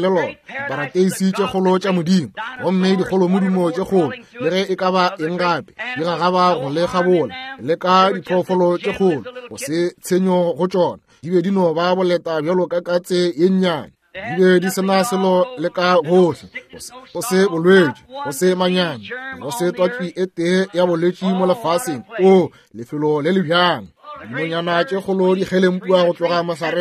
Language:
Northern Sotho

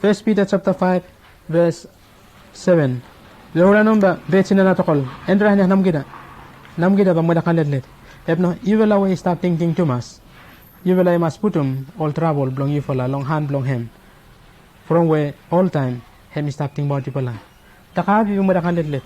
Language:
Bislama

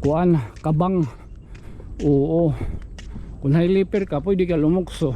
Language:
Waray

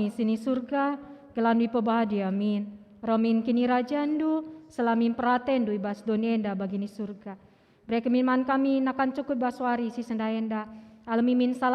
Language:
Batak Karo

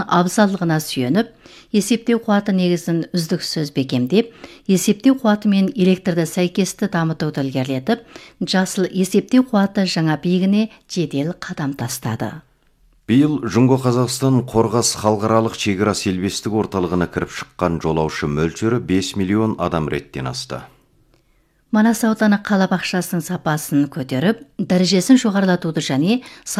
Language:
Kazakh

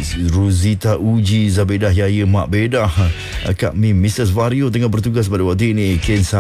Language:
Malay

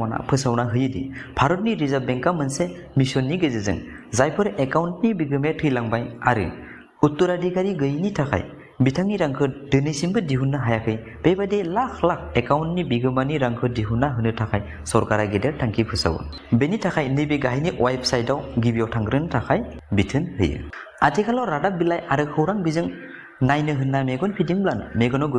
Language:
Bodo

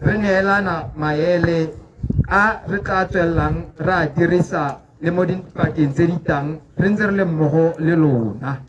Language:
Tswana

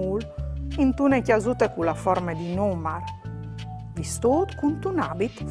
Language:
Friulian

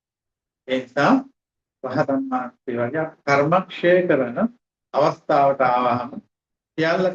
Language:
Sinhala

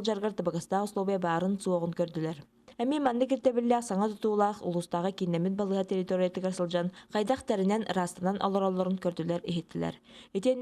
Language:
Yakut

